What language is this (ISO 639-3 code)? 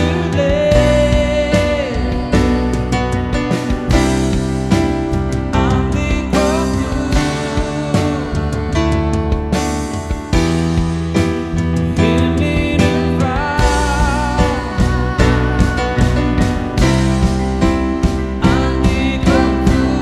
isl